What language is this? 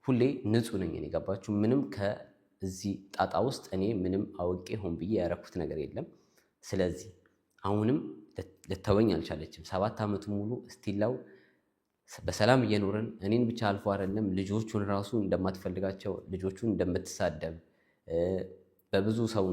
Amharic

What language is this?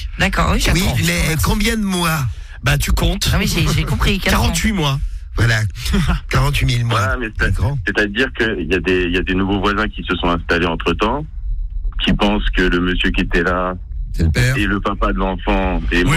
French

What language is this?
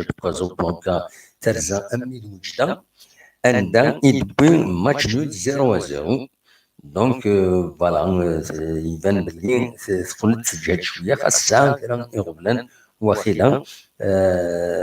Kabyle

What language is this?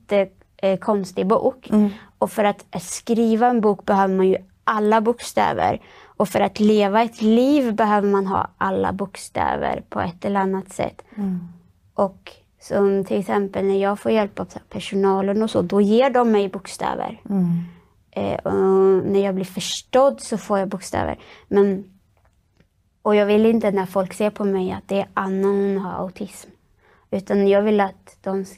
Swedish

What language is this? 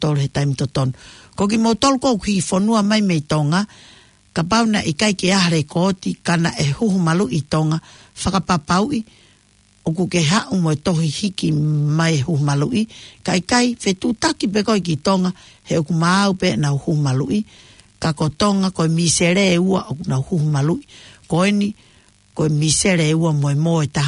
Tongan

